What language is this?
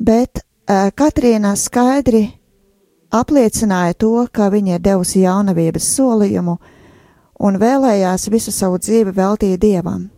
Latvian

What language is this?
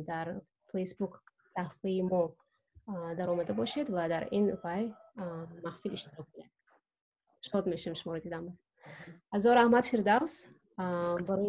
Tajik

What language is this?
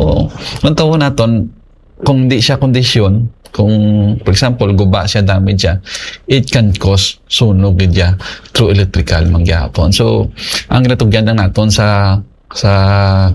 Hiligaynon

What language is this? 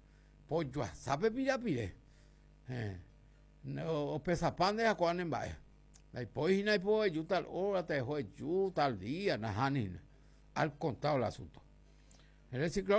Guarani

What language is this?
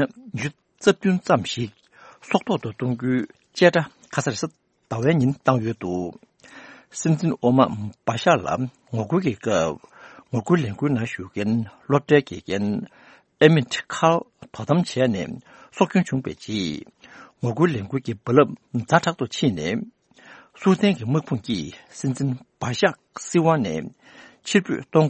Tibetan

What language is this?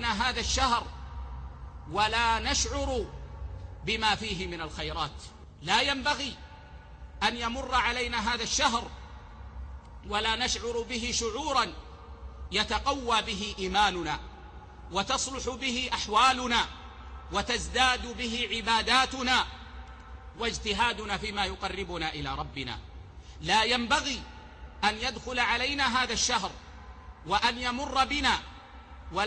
Arabic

